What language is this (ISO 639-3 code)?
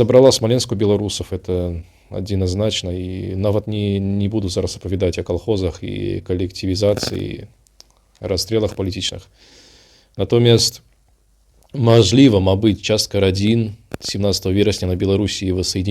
bel